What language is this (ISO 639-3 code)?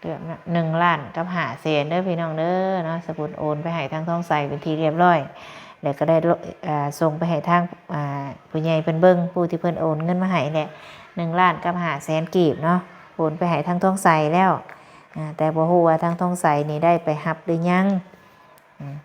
lao